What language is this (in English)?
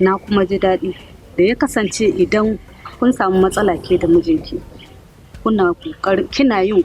Hausa